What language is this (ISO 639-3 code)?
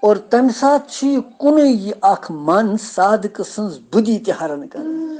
kas